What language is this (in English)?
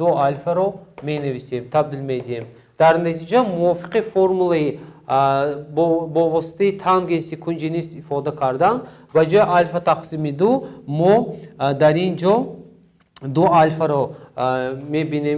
Tajik